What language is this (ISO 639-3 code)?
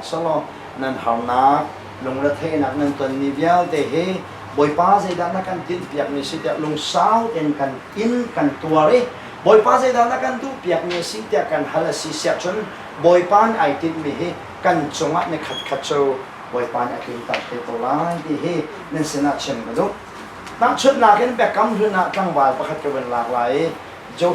ctd